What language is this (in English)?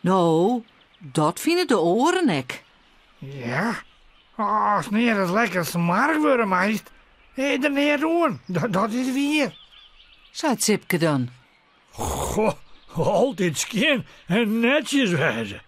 Western Frisian